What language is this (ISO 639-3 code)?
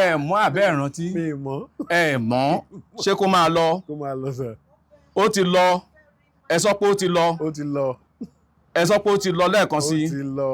yor